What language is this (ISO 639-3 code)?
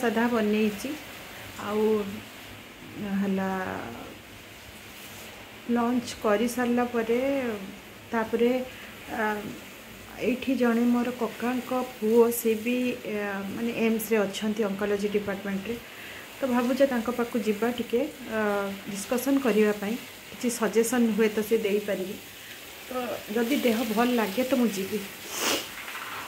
ori